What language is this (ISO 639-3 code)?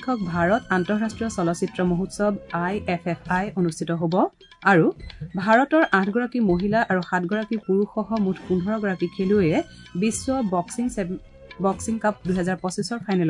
asm